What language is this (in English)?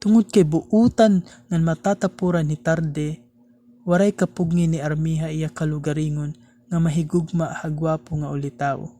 Waray